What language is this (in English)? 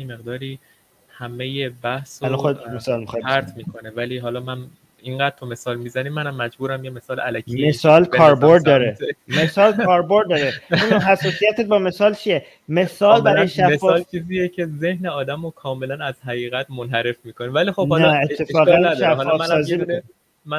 Persian